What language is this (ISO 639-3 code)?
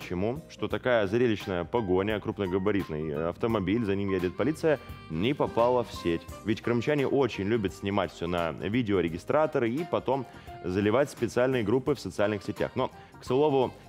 rus